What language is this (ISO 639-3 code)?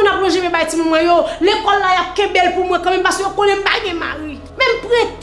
hat